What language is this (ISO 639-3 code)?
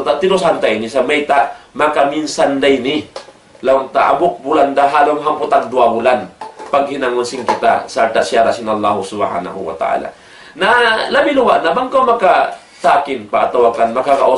tsg